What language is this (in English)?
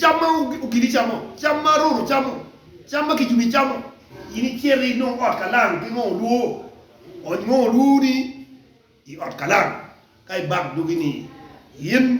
Acoli